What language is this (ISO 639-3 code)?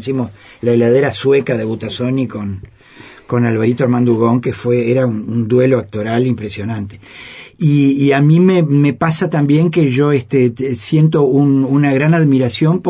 spa